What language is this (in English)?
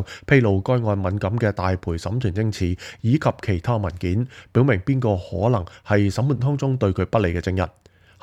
Cantonese